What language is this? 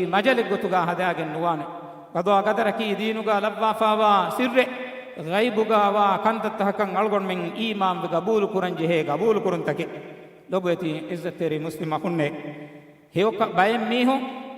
Divehi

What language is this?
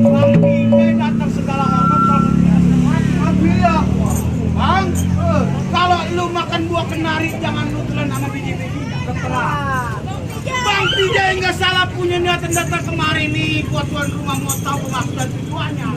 Betawi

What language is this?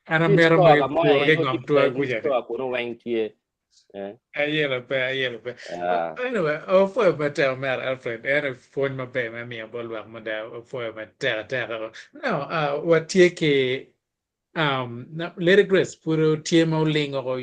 Acoli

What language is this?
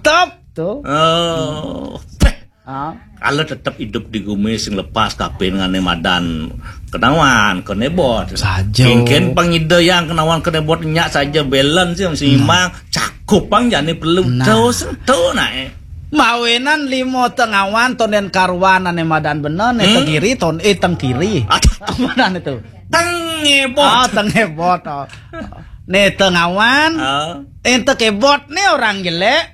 Balinese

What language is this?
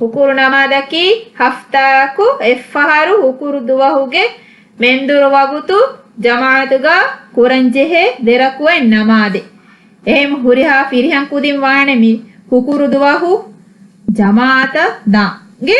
Divehi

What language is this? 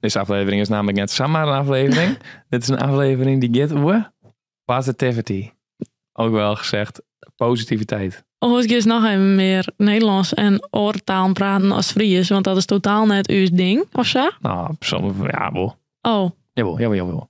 Western Frisian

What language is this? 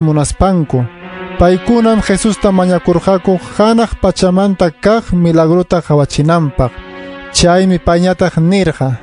Ayacucho Quechua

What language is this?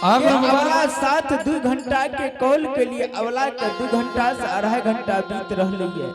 Angika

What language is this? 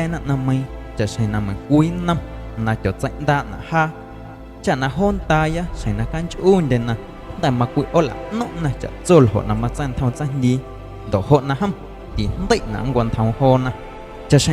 Guerrero Amuzgo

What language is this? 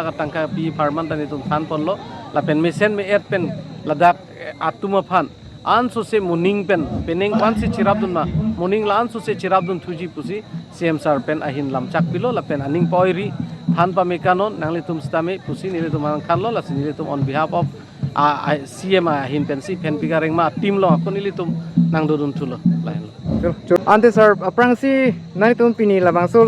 Karbi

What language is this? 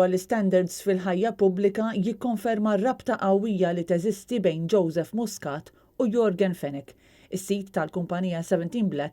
Maltese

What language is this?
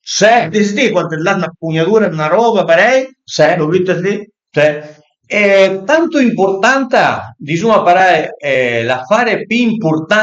Piedmontese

